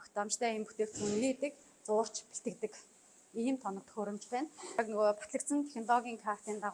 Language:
Mongolian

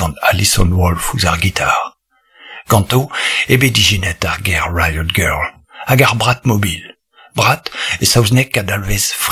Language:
Breton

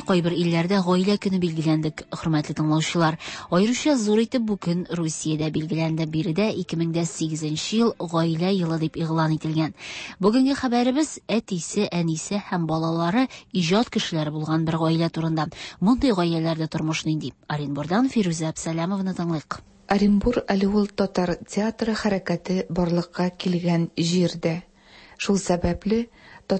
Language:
Tatar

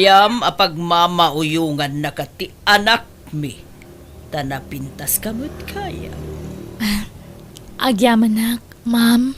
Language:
Iloko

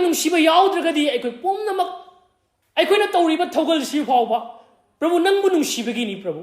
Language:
Manipuri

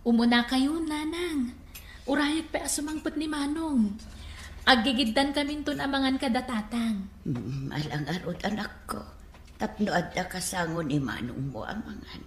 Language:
Iloko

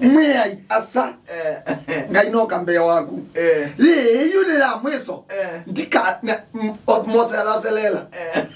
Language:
Kamba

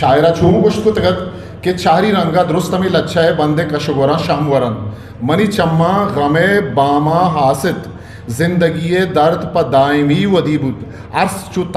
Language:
Eastern Balochi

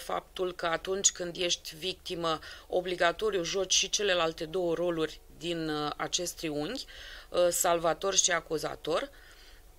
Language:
Romanian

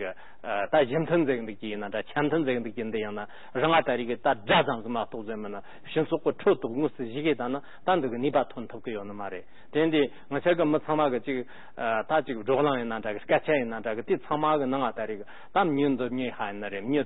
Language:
Tibetan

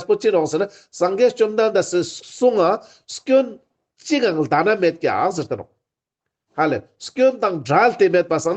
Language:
Ladakhi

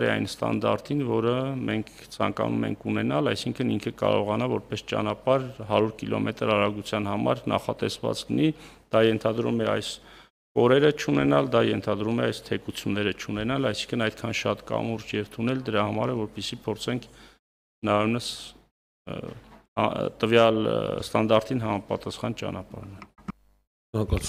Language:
Armenian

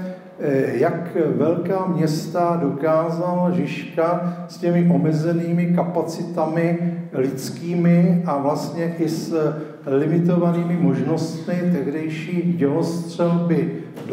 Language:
Czech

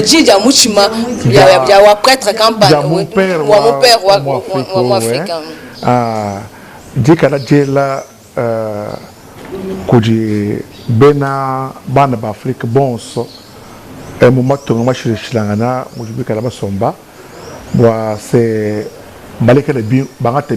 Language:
Luba-Lulua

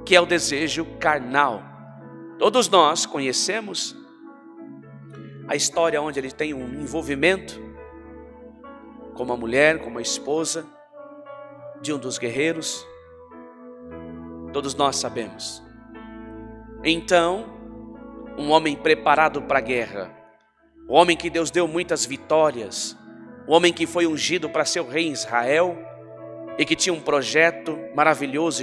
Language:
Portuguese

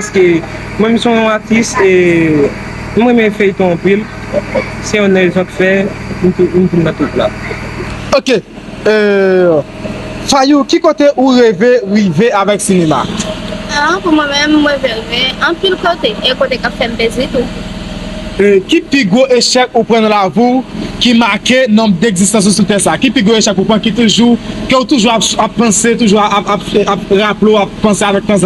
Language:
Haitian Creole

